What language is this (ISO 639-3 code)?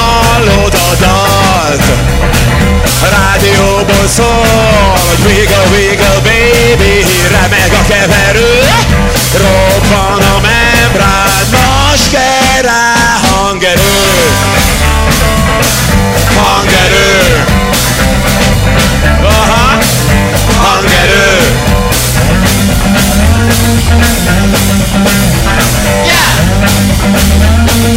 hun